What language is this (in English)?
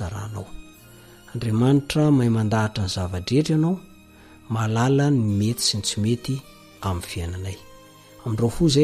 Malagasy